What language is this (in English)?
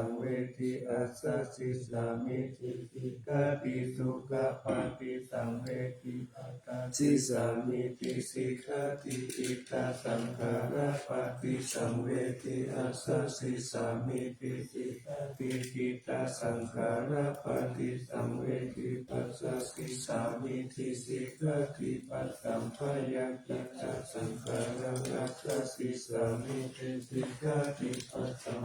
Pali